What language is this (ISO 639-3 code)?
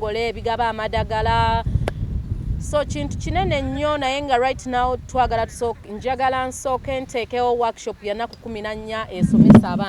lug